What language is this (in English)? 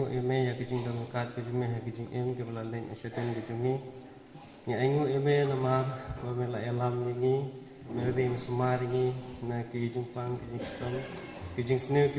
Khasi